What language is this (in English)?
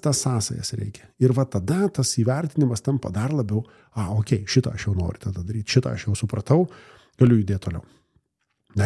Lithuanian